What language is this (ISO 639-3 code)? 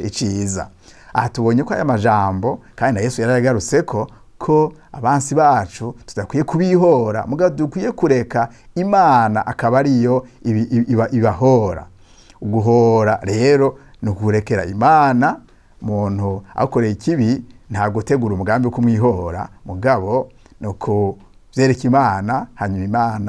run